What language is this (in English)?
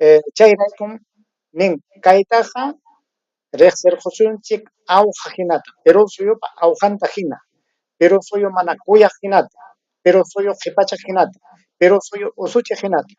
Ayacucho Quechua